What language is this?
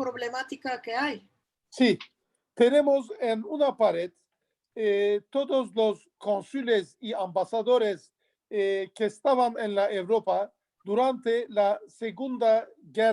Ladino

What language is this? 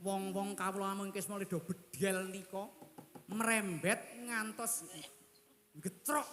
Javanese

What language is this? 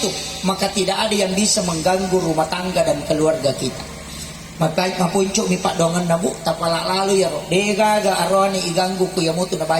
Buginese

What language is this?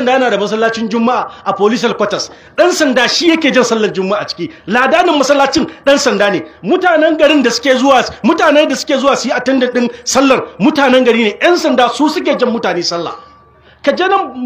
Hausa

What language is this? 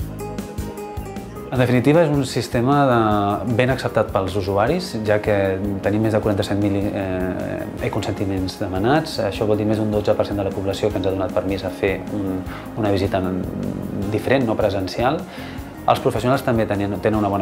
Catalan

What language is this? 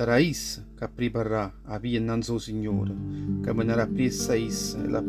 Neapolitan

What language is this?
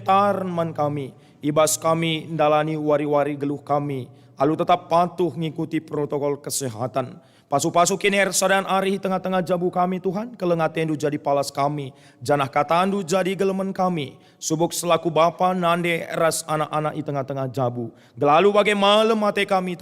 Batak Karo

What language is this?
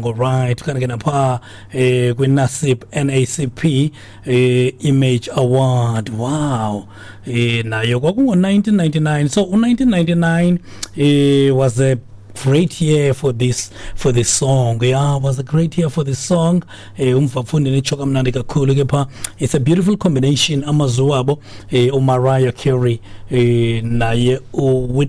Xhosa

